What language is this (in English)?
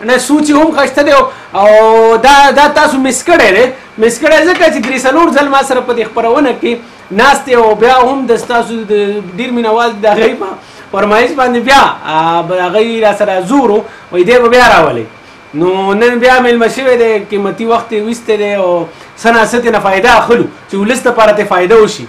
Pashto